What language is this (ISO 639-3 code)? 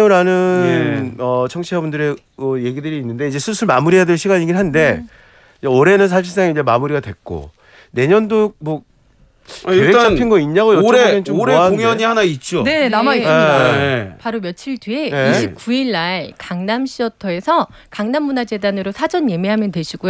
kor